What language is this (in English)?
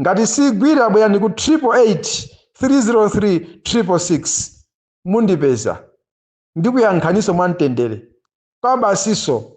Nyanja